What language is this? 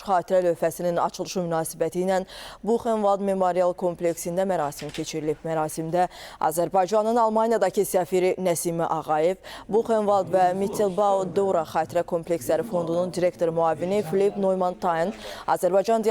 Azerbaijani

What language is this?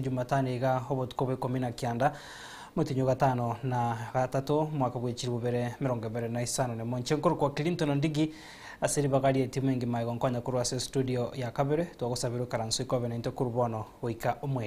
Gusii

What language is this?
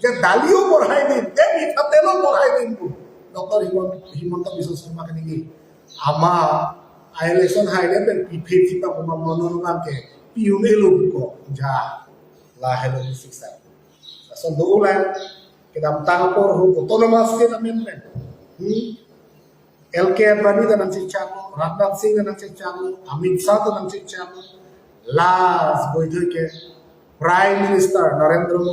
Karbi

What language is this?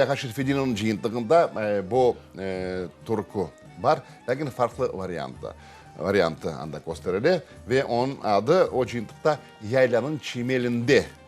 Crimean Tatar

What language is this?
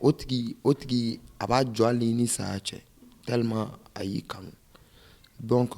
Bambara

